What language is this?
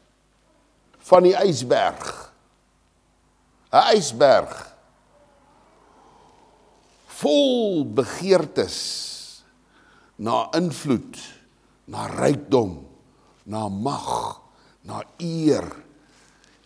Afrikaans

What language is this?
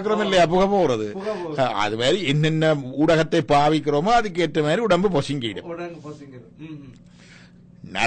Tamil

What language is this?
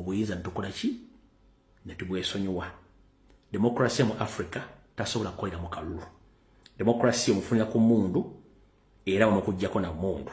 Ganda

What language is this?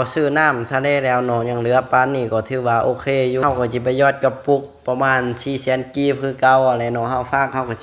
Lao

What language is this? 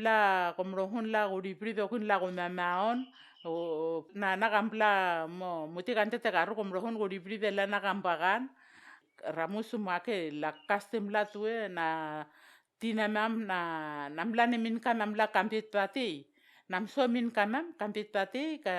Vao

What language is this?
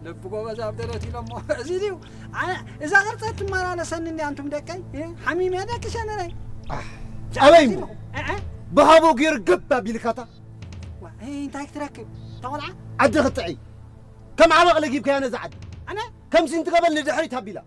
Tigrinya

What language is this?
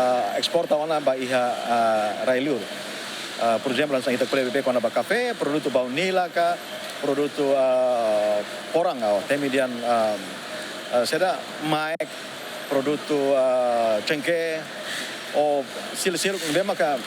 Tetum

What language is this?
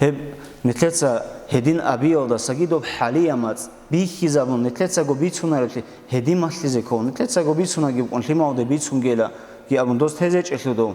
Avaric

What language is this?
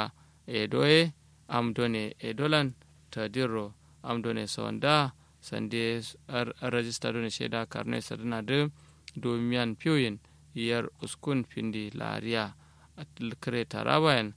Kanuri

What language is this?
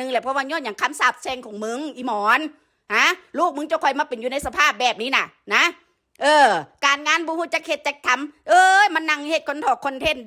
Northeastern Thai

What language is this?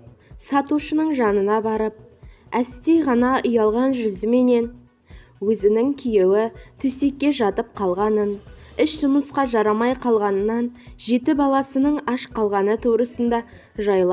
Kazakh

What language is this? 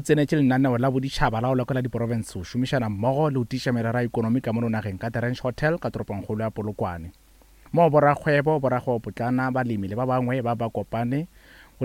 Northern Sotho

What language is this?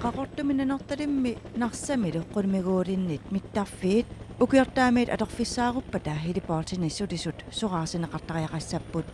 Kalaallisut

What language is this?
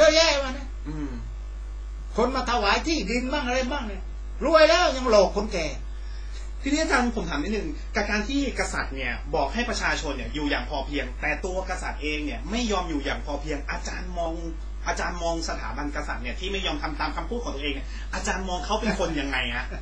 Thai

